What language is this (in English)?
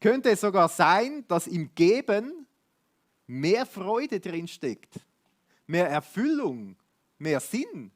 Swiss German